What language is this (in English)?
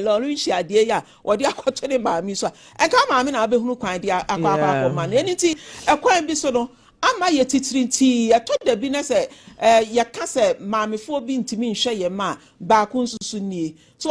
Akan